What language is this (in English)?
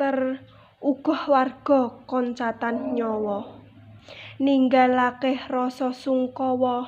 Javanese